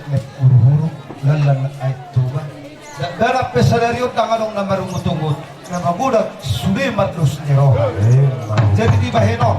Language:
Batak Toba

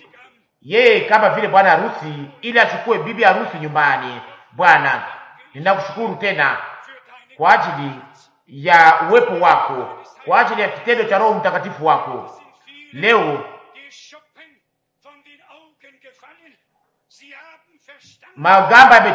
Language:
Swahili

